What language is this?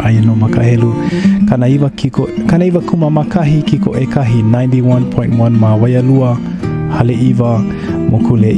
Hawaiian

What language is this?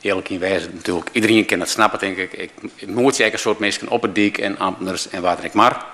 Western Frisian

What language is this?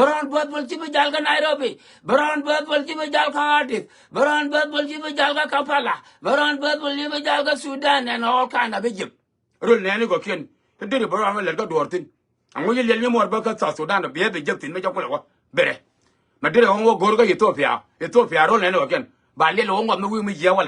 Nuer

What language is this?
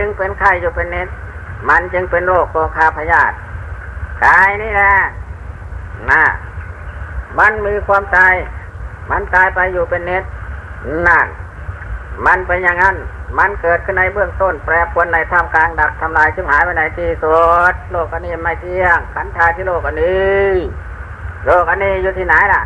Thai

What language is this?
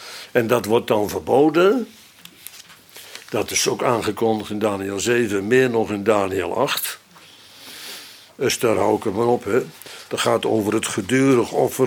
Dutch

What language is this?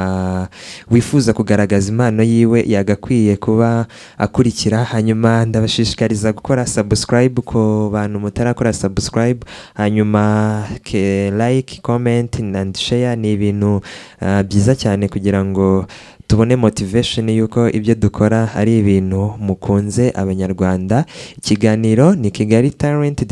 Kinyarwanda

